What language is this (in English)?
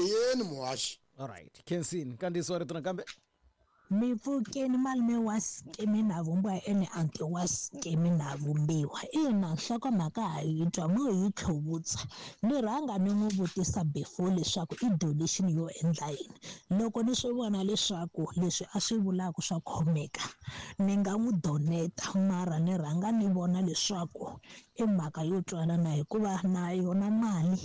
Tsonga